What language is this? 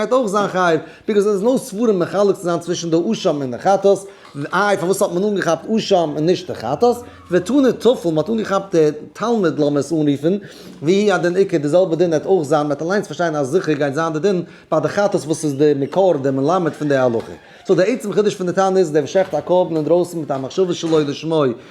Yiddish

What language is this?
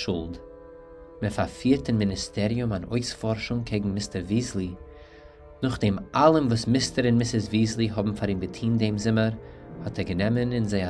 Yiddish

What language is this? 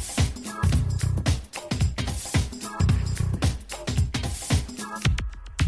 Basque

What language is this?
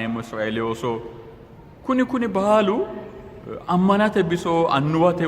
Sidamo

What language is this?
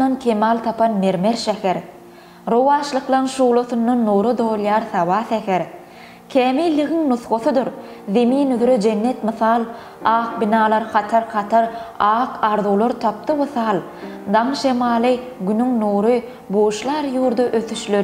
Turkmen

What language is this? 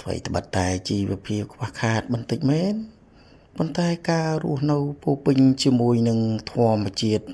Khmer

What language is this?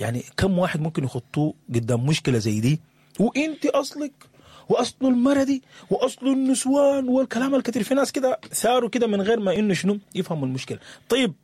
Sudanese Arabic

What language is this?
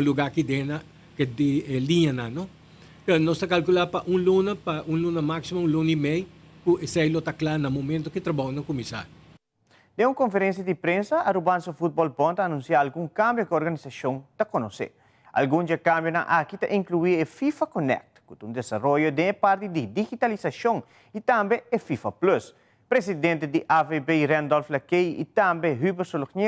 Papiamento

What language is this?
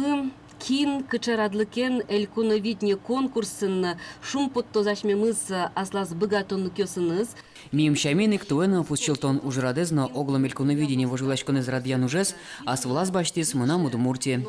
Udmurt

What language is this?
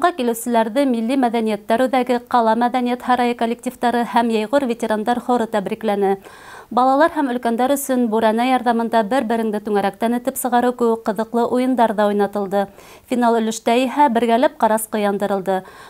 Bashkir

